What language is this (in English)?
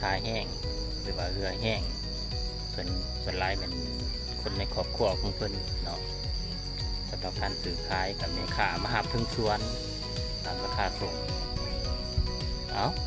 Lao